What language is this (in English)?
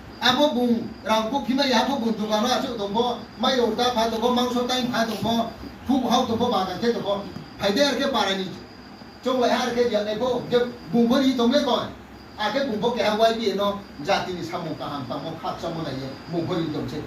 Riang (India)